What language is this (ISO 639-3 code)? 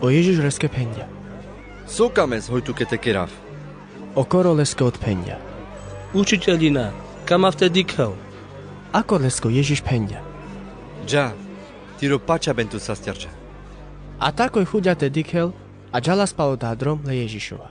rmc